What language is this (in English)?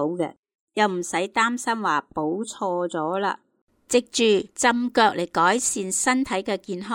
Cantonese